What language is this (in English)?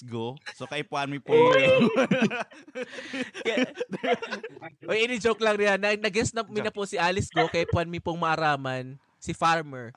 Bikol